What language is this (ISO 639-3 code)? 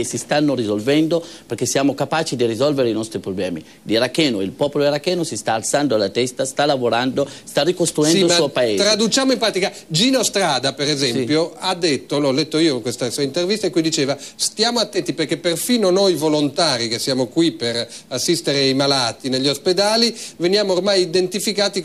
ita